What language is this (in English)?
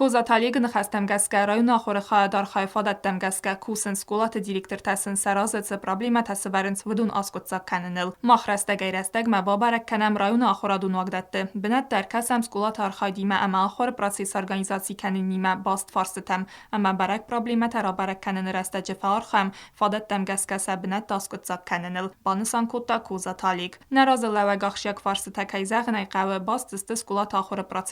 Ossetic